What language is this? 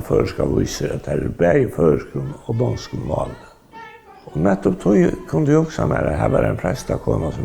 Faroese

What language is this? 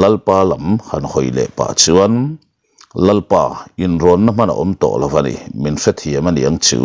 Mizo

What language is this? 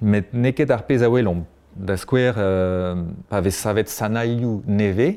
Breton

